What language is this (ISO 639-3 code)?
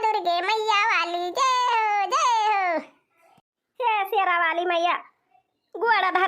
awa